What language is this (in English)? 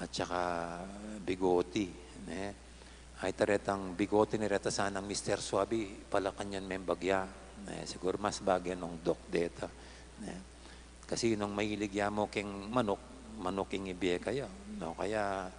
Pampanga